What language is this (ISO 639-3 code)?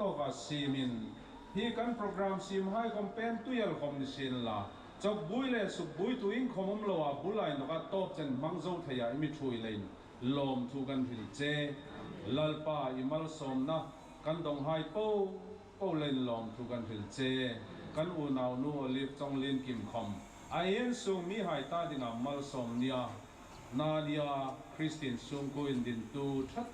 hmr